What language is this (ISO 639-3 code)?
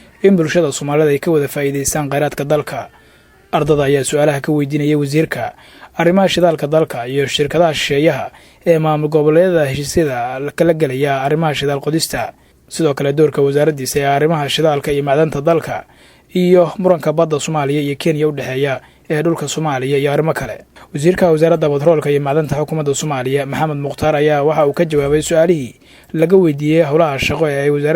som